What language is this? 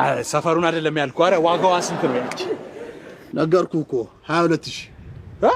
Amharic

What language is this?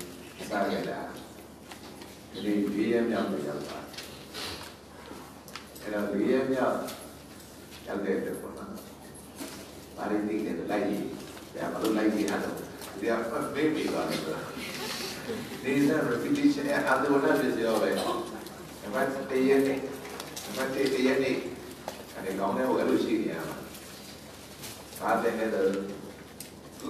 Burmese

